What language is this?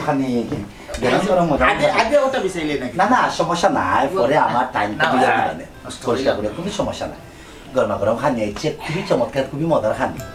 Sylheti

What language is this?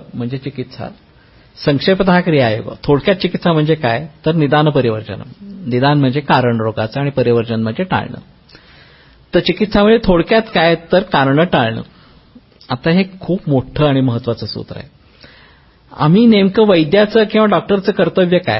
Marathi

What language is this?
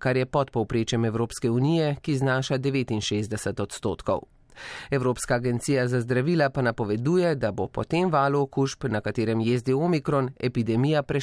Slovenian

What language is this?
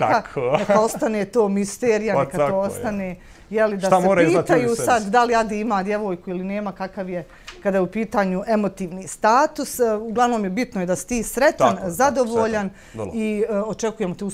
Bosnian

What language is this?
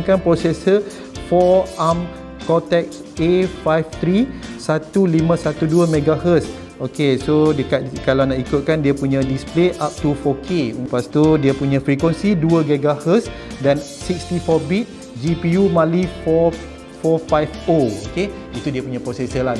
Malay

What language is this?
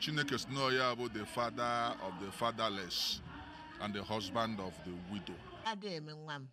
Igbo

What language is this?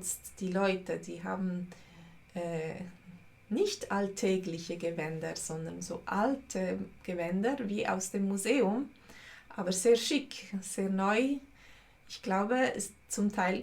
Swiss German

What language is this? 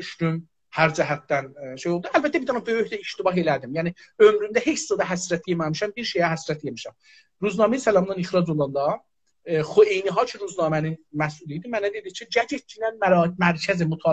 South Azerbaijani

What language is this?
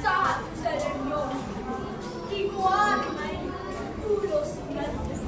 Batak Toba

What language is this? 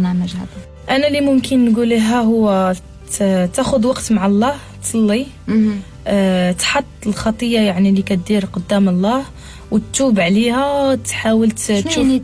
Moroccan Arabic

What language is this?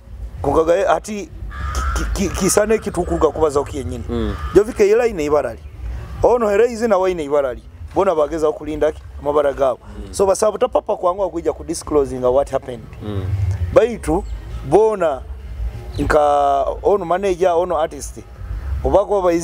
Nyoro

